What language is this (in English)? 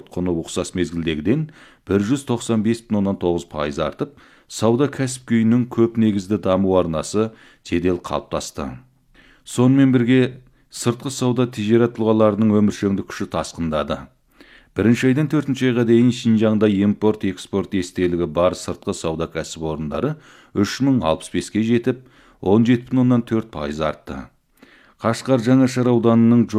Kazakh